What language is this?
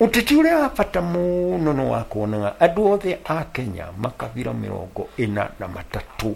Kikuyu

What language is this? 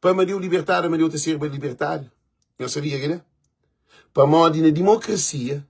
Kabuverdianu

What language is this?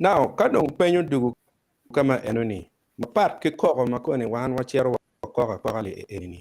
Acoli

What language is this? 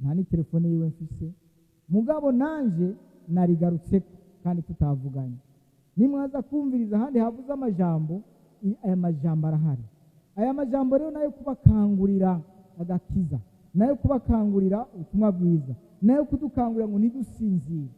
Rundi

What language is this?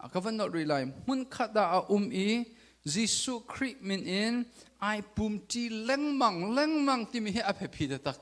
Hakha Chin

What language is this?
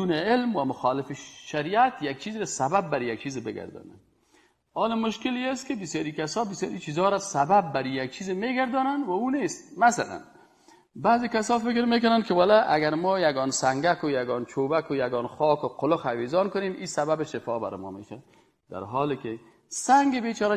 Persian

